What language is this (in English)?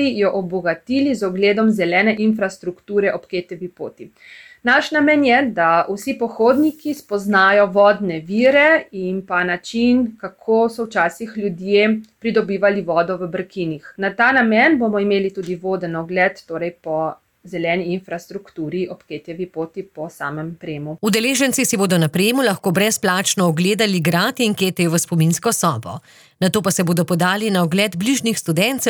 Slovenian